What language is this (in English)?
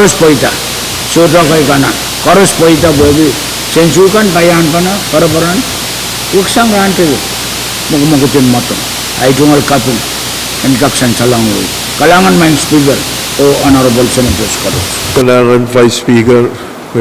Pohnpeian